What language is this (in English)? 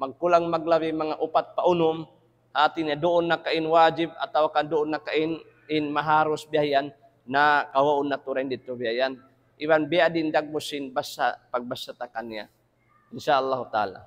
Tausug